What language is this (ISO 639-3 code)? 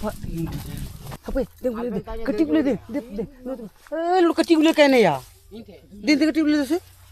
sat